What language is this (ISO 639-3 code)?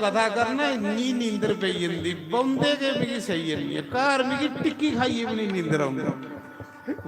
doi